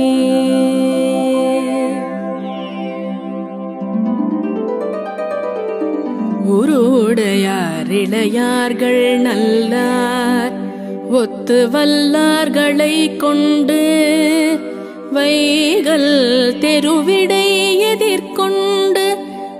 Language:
Tamil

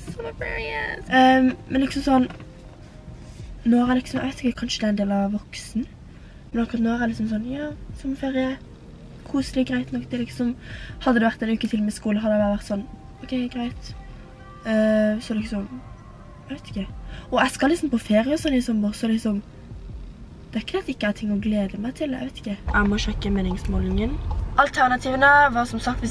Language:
Norwegian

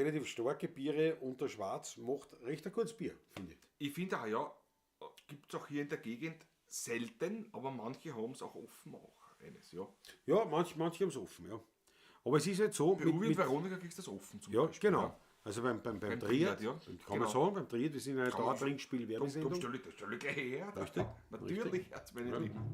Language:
Bavarian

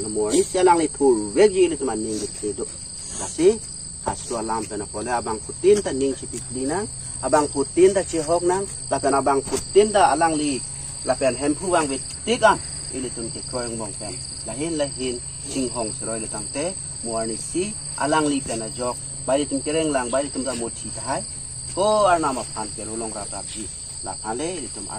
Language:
Karbi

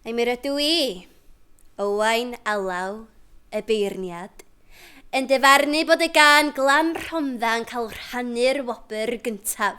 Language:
Welsh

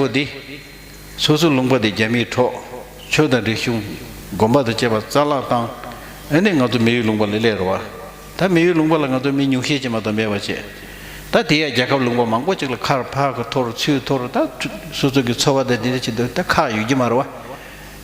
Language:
Tibetan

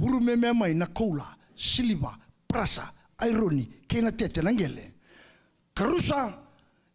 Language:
Fijian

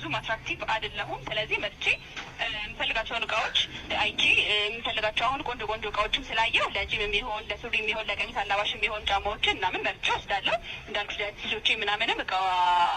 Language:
Amharic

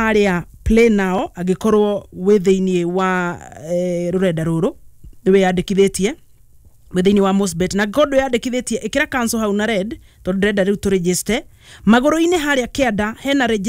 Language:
Kikuyu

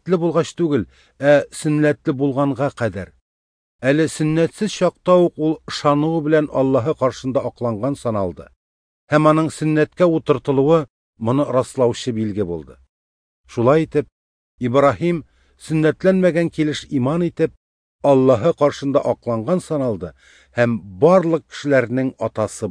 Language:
Tatar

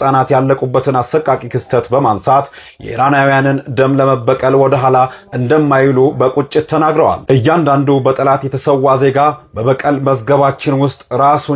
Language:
Amharic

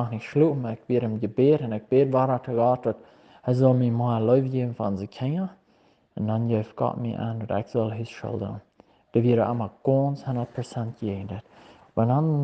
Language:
Plautdietsch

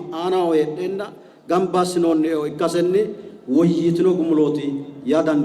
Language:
Sidamo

